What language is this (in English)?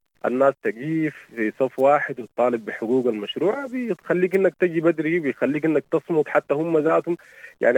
Sudanese Arabic